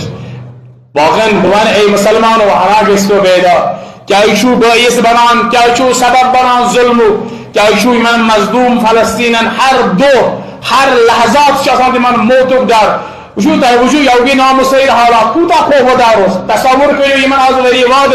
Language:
Kashmiri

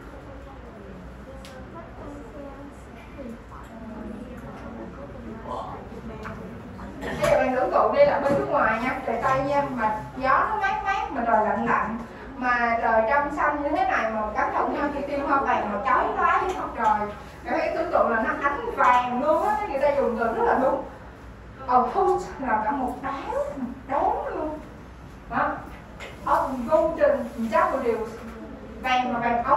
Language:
Vietnamese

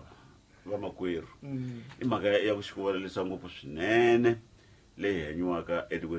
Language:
Tsonga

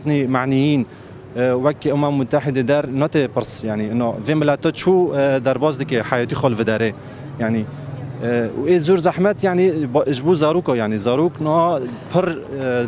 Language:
Kurdish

